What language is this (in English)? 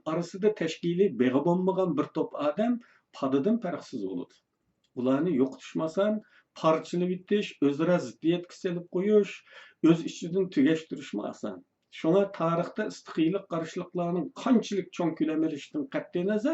Uyghur